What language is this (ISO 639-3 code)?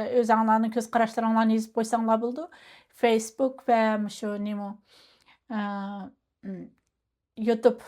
uig